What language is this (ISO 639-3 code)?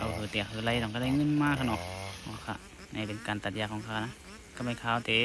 shn